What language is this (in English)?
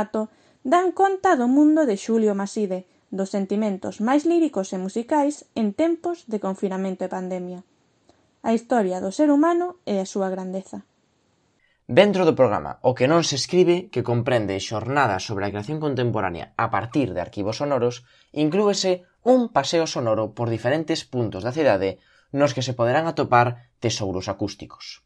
Galician